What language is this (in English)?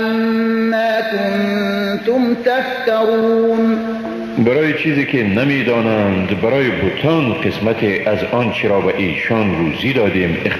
Persian